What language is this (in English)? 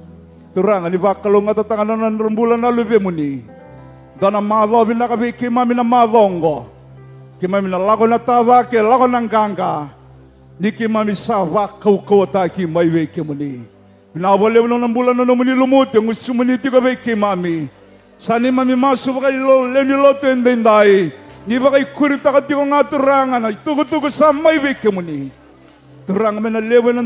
Fijian